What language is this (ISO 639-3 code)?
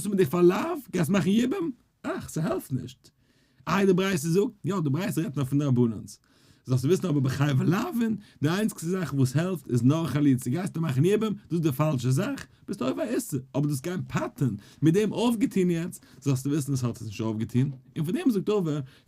yid